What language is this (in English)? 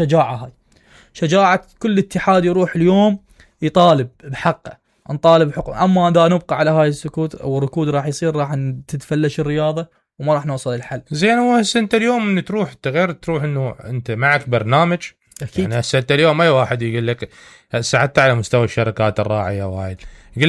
Mesopotamian Arabic